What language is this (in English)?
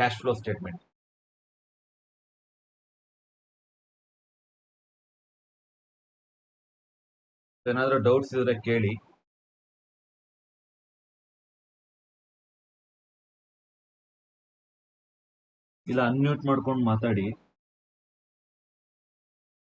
Kannada